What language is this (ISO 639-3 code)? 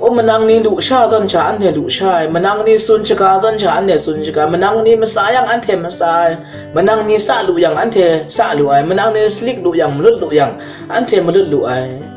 kac